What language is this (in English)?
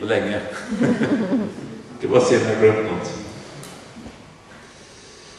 Swedish